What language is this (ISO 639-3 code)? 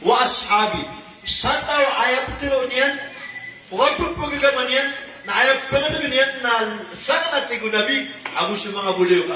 mrw